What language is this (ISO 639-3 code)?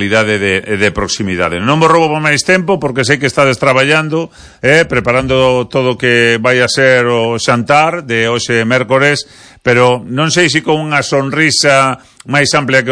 glg